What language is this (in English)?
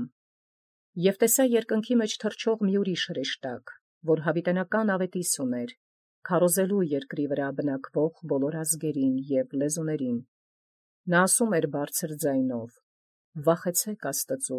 Armenian